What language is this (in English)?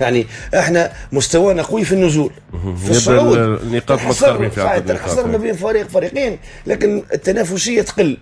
Tunisian Arabic